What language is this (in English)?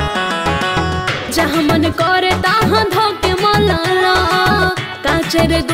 Bhojpuri